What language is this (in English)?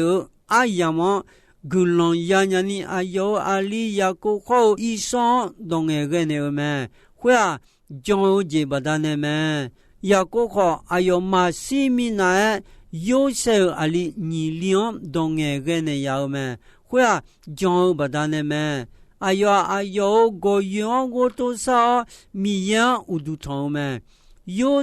Akha